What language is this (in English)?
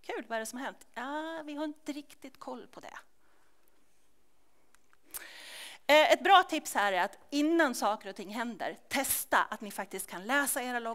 Swedish